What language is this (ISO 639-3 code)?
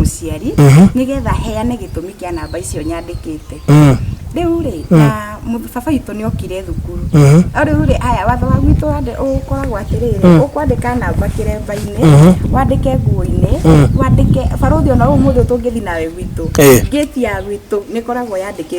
kik